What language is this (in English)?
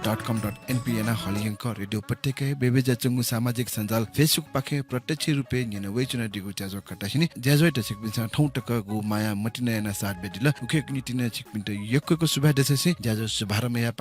Newari